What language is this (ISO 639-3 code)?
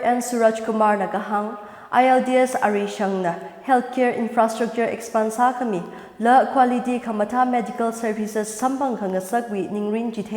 nmf